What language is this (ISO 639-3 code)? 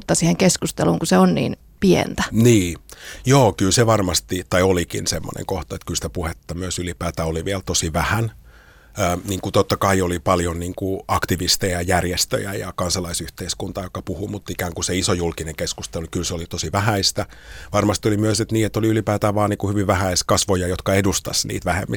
fin